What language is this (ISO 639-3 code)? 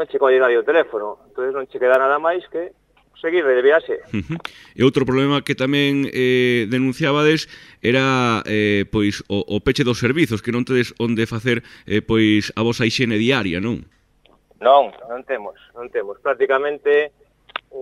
glg